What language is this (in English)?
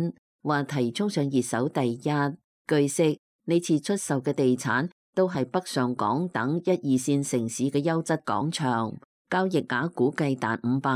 Cantonese